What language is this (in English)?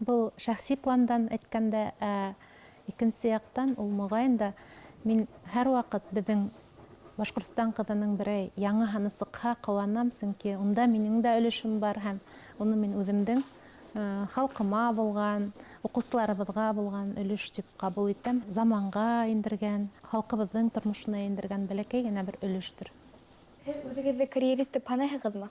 Bashkir